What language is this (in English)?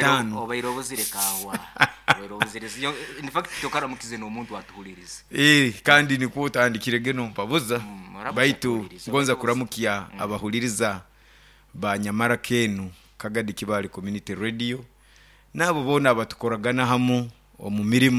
Nyoro